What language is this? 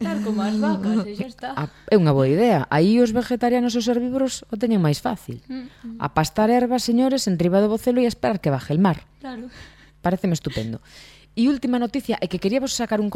Galician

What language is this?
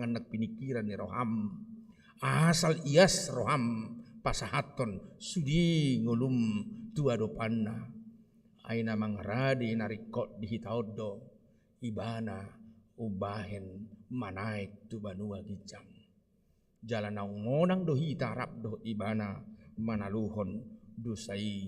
Batak Toba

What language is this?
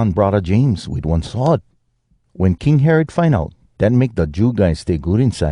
Hawai'i Creole English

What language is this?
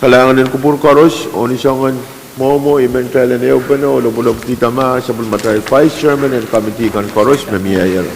Pohnpeian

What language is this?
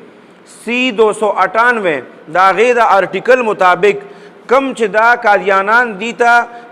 Pashto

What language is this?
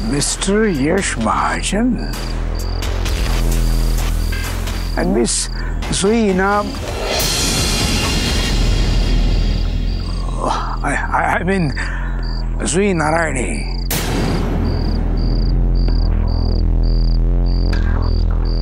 Marathi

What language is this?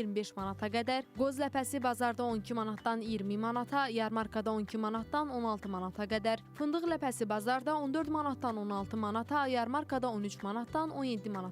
Azerbaijani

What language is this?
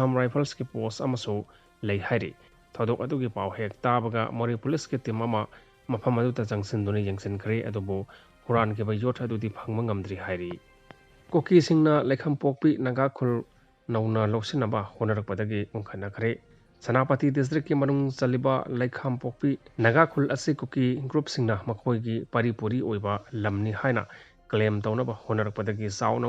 Manipuri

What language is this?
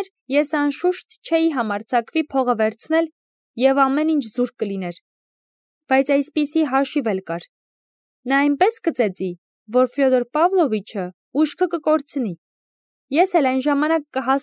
Armenian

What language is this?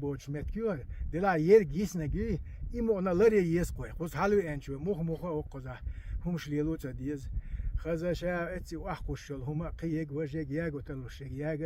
Chechen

